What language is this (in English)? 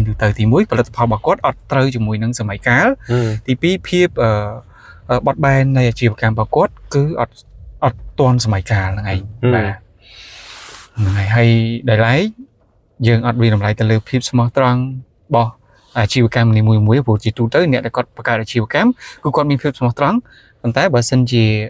Khmer